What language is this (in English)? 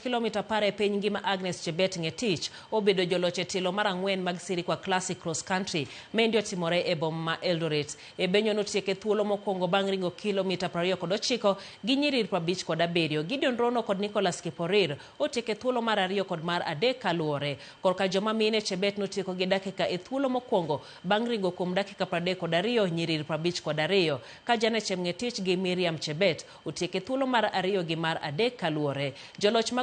Luo (Kenya and Tanzania)